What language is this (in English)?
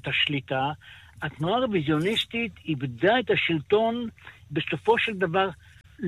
Hebrew